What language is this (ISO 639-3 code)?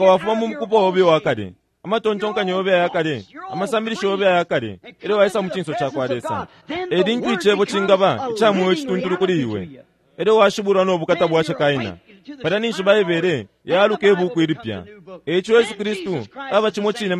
bem